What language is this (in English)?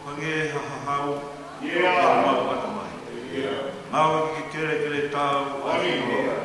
Tongan